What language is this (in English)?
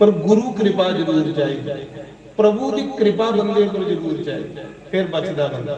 Dogri